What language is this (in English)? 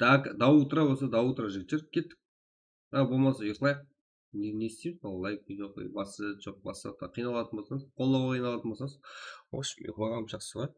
Kara-Kalpak